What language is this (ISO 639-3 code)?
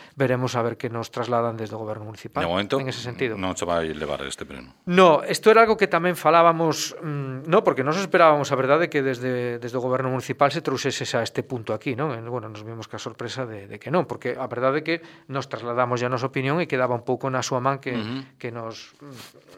glg